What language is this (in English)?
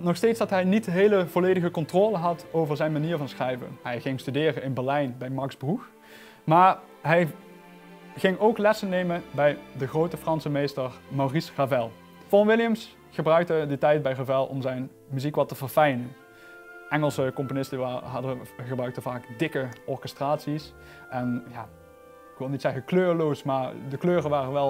Dutch